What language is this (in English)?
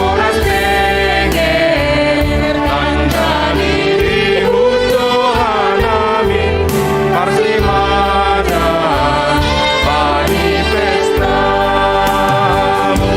Batak Simalungun